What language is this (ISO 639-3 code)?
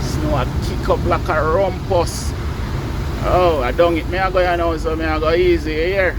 jam